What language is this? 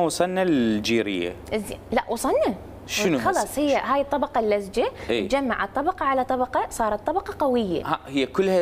Mesopotamian Arabic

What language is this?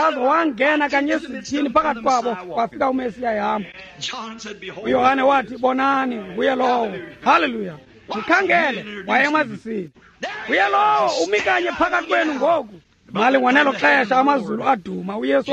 Xhosa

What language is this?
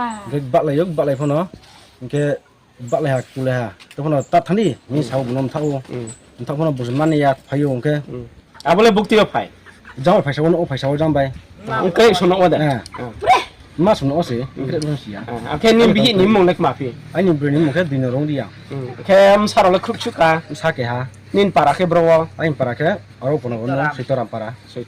Riang (India)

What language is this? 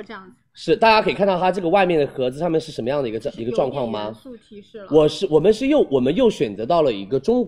Chinese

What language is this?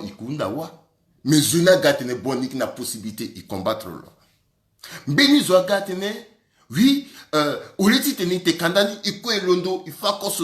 Sango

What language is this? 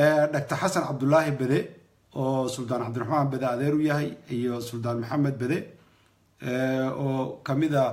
Somali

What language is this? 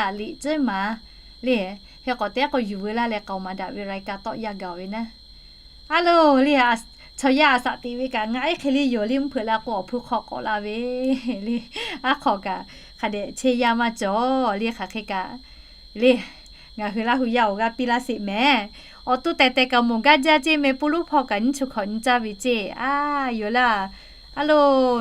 Lahu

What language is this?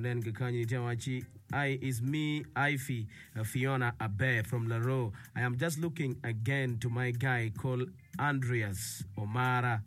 Acoli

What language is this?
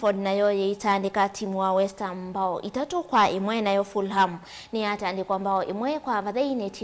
Kamba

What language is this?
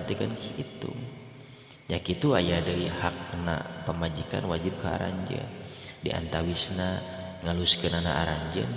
Sundanese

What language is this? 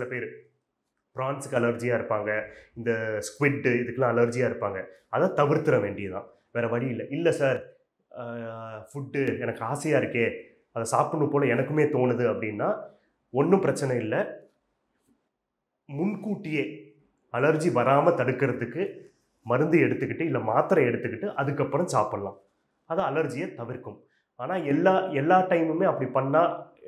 Tamil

